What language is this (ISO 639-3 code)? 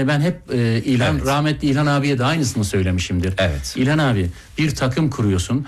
tur